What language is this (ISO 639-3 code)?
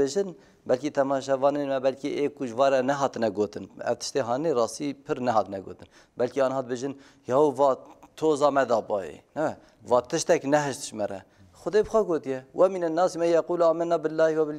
kur